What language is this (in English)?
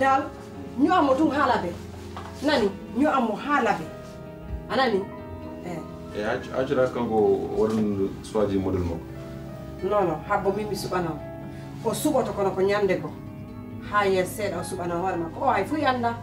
Pular